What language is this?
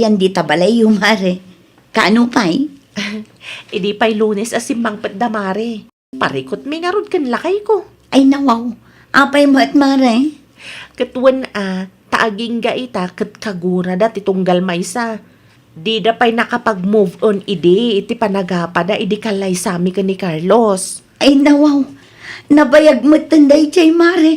Iloko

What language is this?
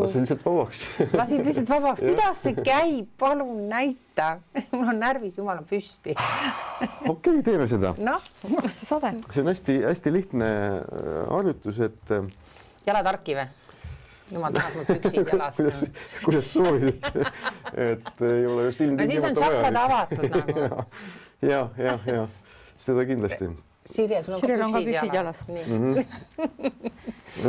Estonian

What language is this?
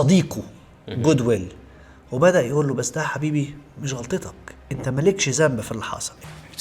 Egyptian Arabic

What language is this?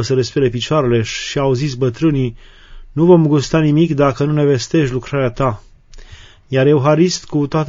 Romanian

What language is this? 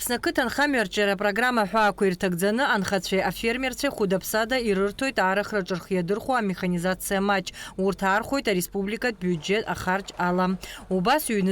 Abkhazian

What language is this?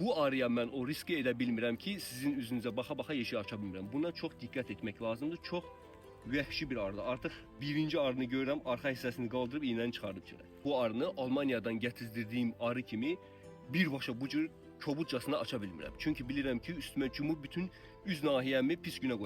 Azerbaijani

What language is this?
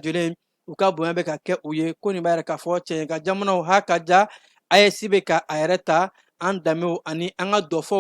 Bambara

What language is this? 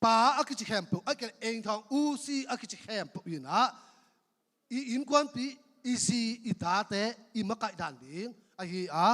Tedim Chin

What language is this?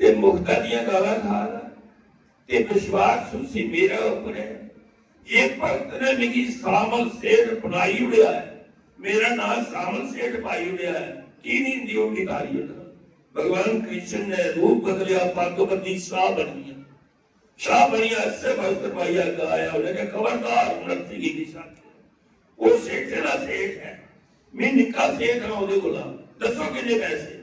Dogri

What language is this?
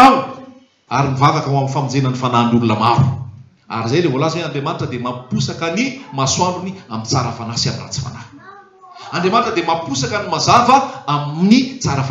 Malagasy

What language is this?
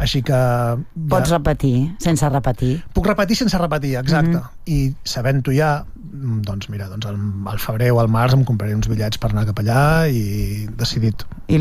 Catalan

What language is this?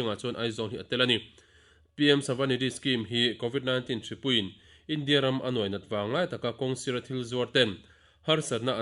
Mizo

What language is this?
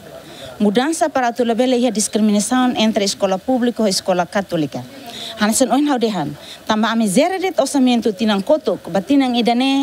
Tetum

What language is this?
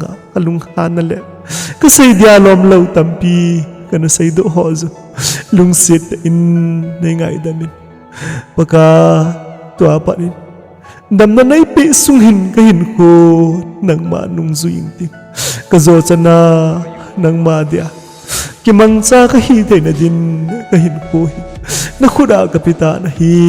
Thado Chin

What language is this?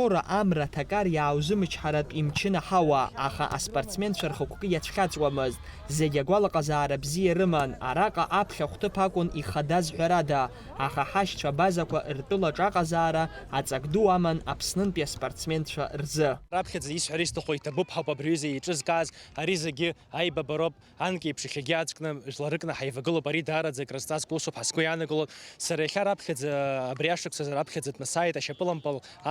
Abkhazian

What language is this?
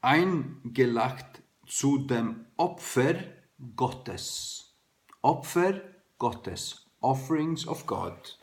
Faroese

